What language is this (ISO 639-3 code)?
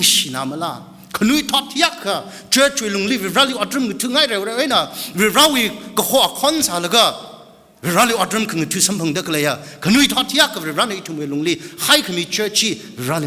nmf